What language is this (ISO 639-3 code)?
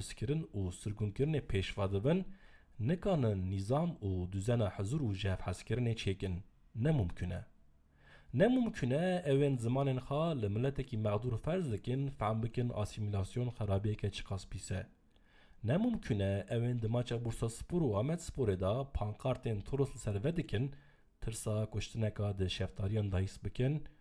kur